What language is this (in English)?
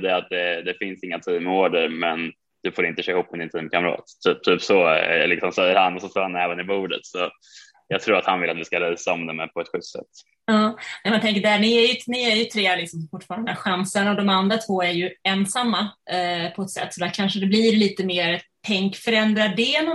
Swedish